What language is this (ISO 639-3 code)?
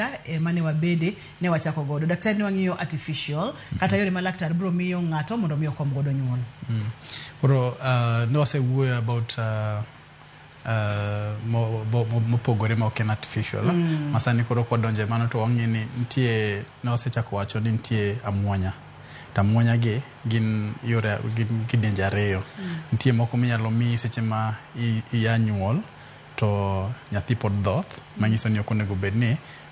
luo